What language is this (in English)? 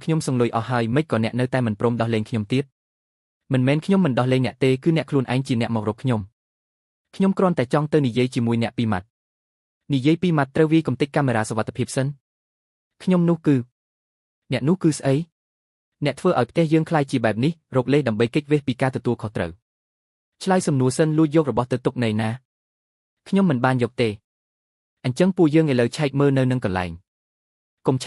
Khmer